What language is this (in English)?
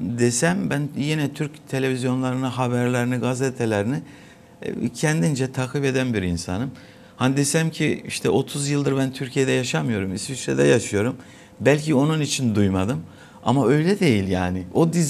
Gagauz